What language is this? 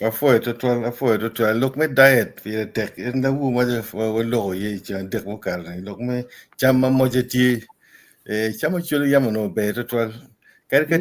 Acoli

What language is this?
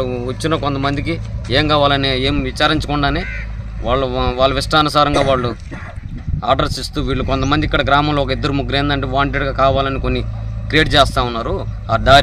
Telugu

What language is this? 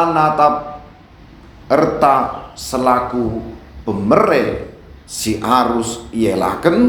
Batak Karo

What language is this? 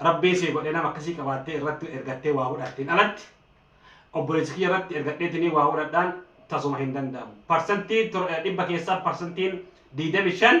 Oromo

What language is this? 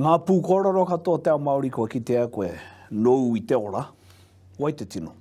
Māori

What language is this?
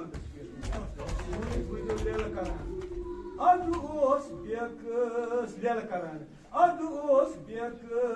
Kashmiri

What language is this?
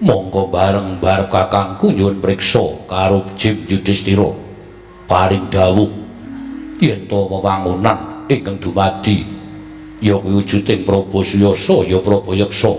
Javanese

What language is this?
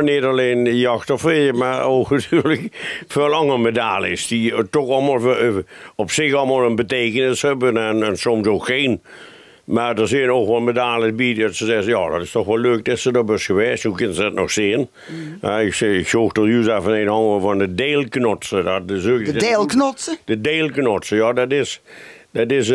Limburgish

